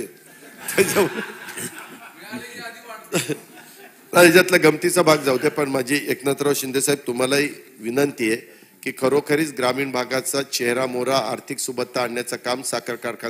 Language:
Marathi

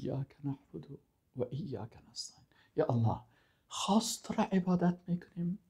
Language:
Persian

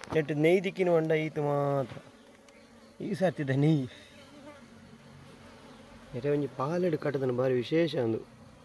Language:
Tulu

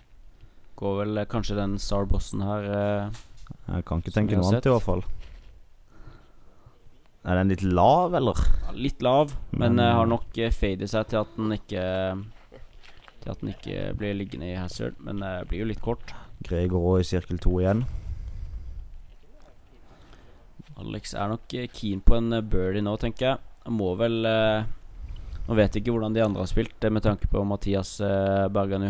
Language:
Norwegian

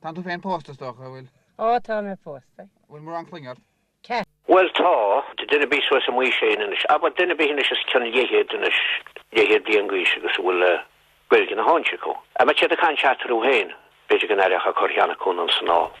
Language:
Irish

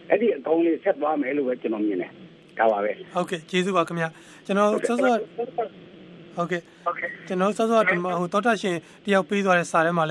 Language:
Burmese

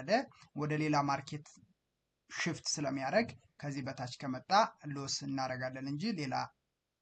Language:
Amharic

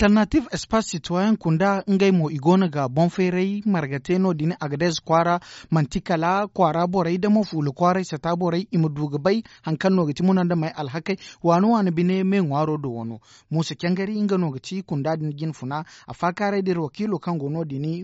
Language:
Zarma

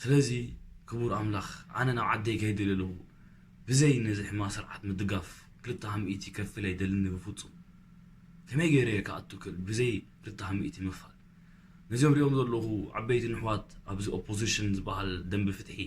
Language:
Tigrinya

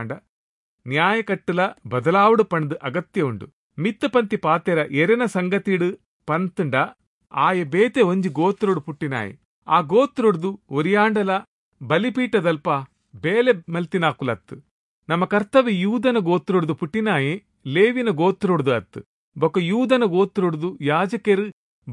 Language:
Tulu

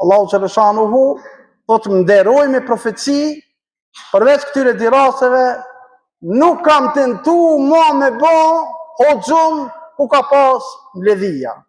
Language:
Albanian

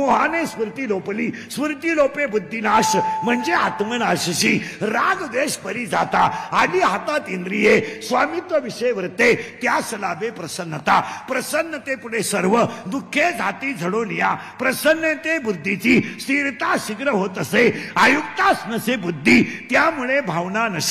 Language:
Marathi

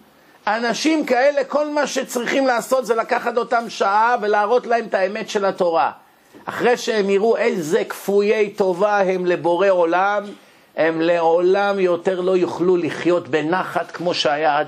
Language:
Hebrew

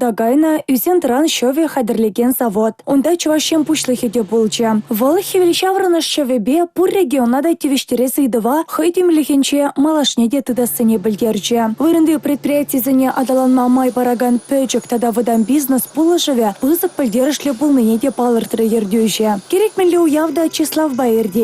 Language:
Chuvash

